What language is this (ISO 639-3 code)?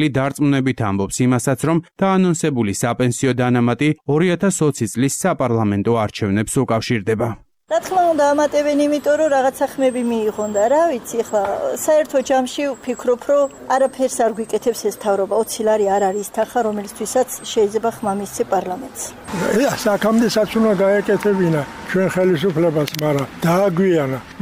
kat